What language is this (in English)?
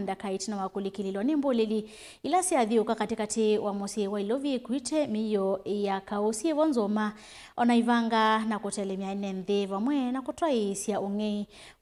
Kamba